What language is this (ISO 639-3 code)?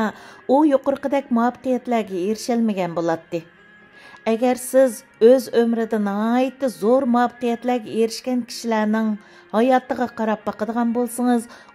uig